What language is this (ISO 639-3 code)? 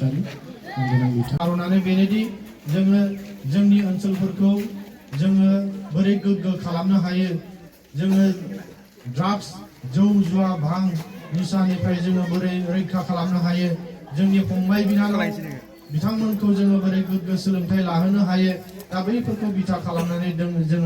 brx